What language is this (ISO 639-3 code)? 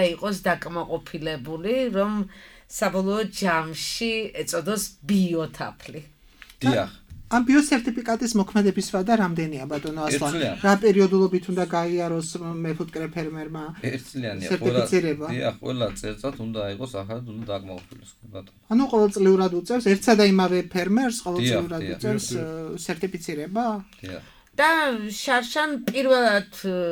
kat